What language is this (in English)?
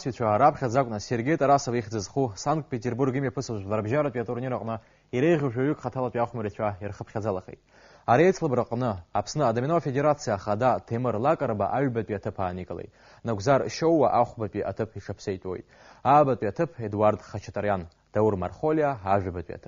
Abkhazian